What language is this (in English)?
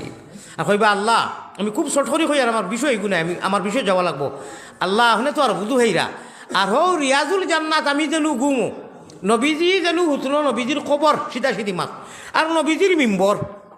Sylheti